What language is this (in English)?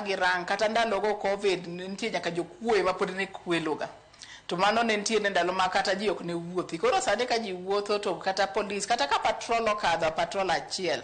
Luo (Kenya and Tanzania)